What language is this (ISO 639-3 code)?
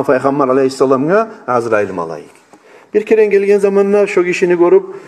kum